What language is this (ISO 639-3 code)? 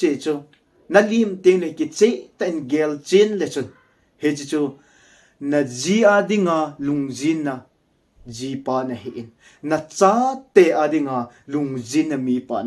tcz